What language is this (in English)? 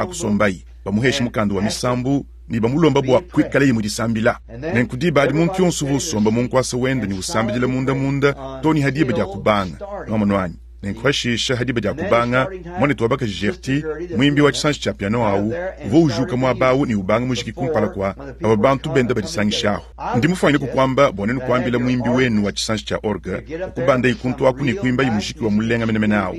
Luba-Lulua